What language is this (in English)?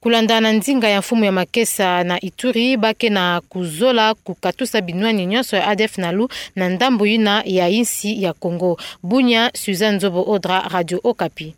Kituba (Democratic Republic of Congo)